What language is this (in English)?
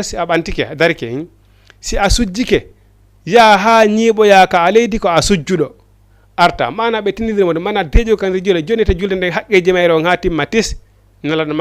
Fula